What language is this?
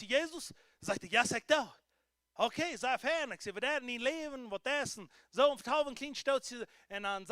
Plautdietsch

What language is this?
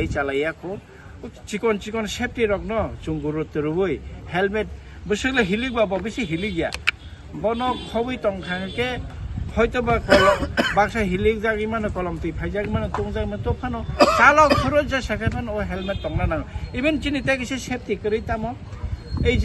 Kok Borok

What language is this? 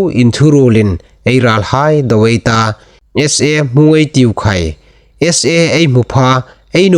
Hmar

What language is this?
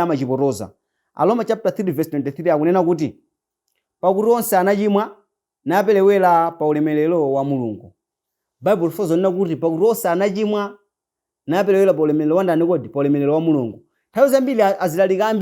Nyanja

